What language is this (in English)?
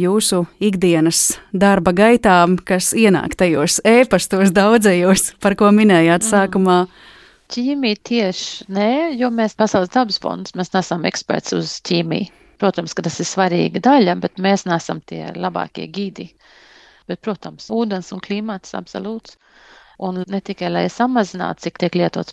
Latvian